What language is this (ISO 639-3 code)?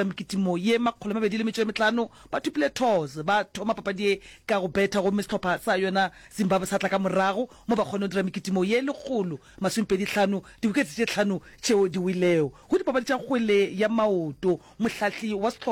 nso